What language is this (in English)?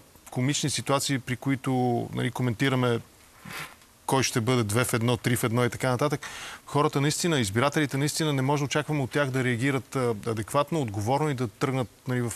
Bulgarian